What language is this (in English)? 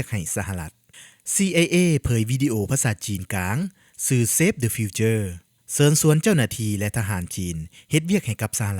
Lao